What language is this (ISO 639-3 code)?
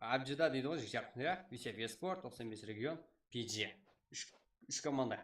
kaa